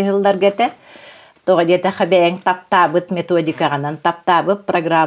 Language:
Yakut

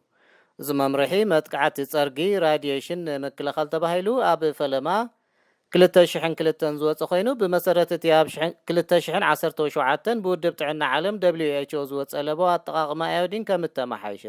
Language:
Tigrinya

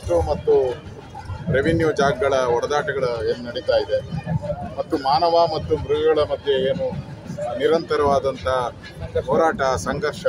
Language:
Kannada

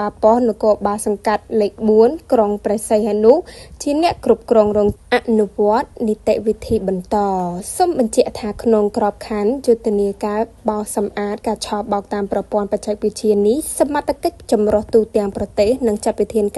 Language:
Khmer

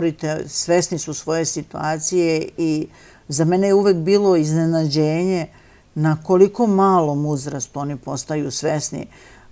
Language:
Serbian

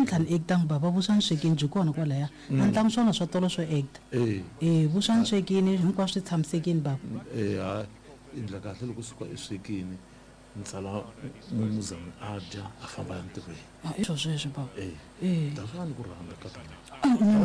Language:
Tsonga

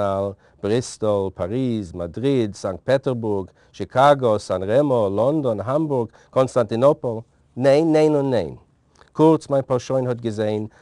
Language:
Yiddish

